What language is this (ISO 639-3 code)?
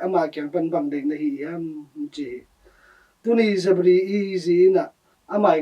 ctd